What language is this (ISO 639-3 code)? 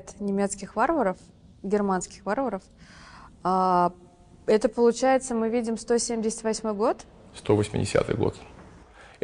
rus